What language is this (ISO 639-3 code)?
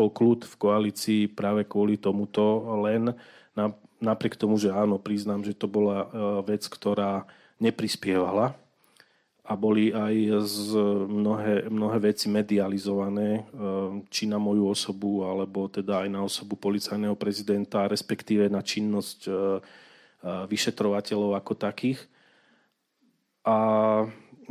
slk